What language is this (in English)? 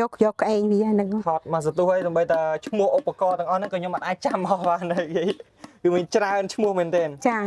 Khmer